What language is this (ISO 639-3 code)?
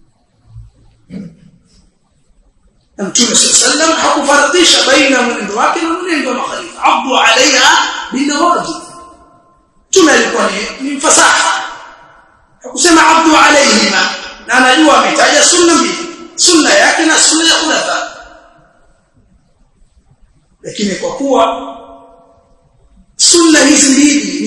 swa